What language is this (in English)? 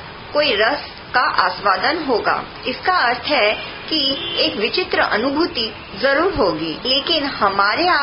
Hindi